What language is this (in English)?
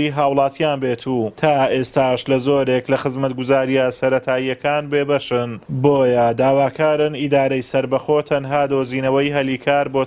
Central Kurdish